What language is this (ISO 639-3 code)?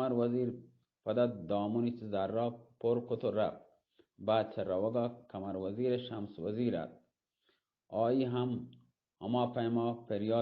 bal